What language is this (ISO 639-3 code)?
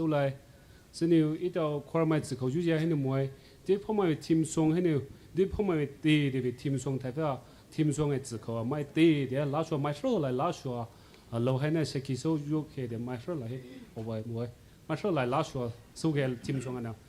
pmx